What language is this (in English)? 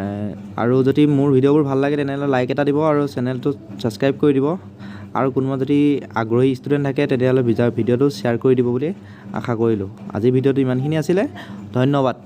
Assamese